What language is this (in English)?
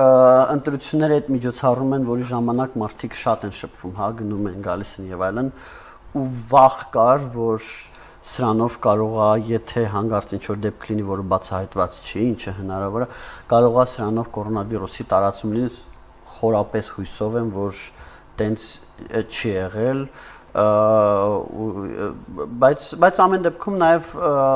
Armenian